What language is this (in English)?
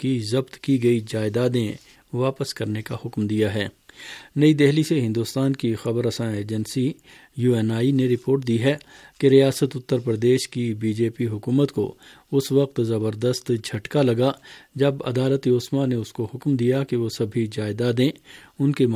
Urdu